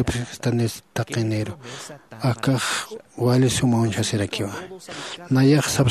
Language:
Aymara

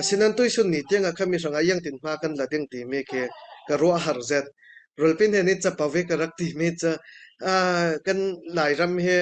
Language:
Falam Chin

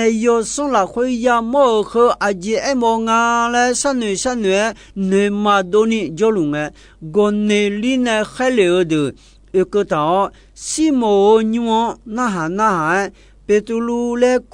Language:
Akha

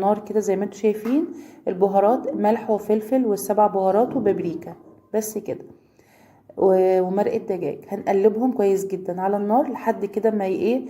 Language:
Egyptian Arabic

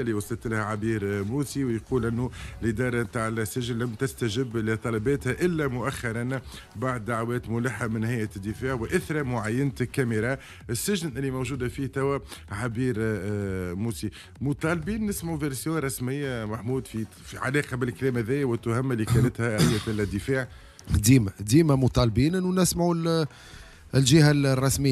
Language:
Tunisian Arabic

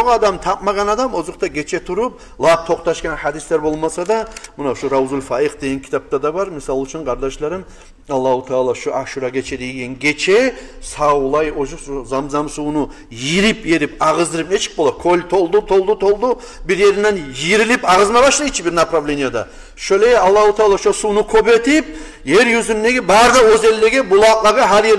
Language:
Kumyk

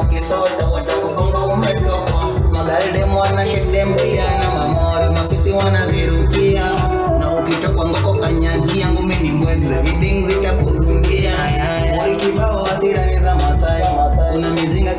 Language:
Swahili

